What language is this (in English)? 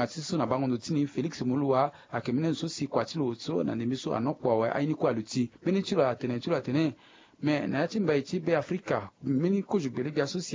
Sango